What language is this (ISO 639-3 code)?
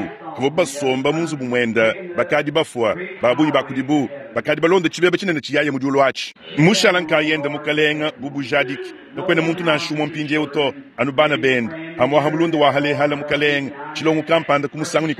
lua